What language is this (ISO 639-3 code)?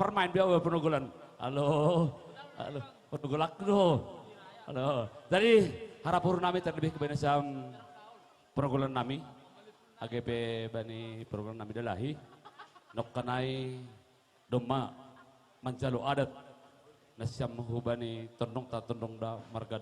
bts